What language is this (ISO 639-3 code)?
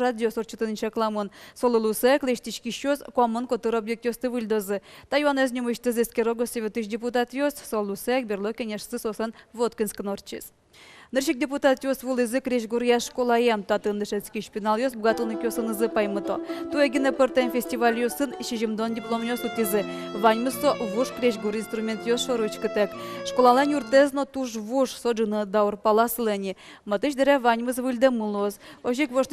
udm